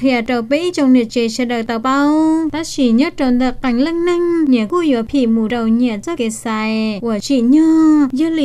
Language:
Hmong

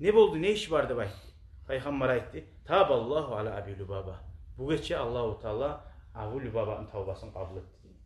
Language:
Kumyk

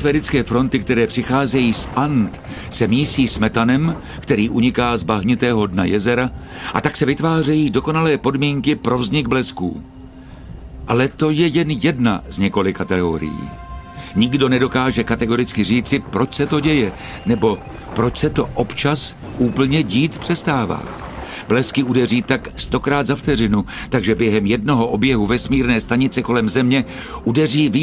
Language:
Czech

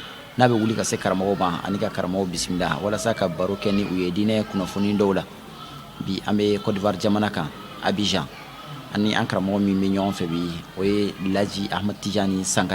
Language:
Bambara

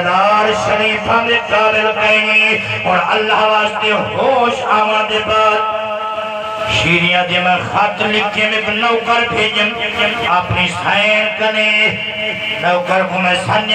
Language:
Saraiki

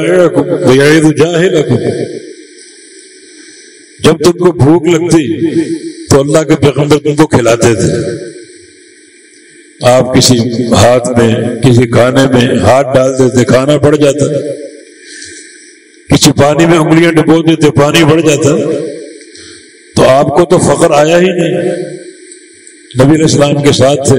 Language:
Urdu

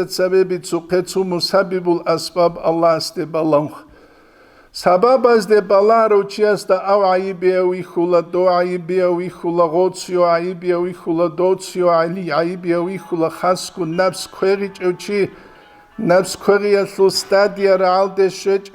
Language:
Avaric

